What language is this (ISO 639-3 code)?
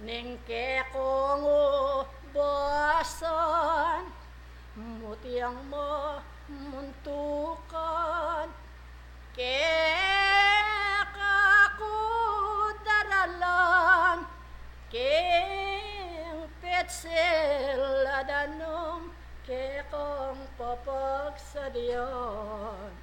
pam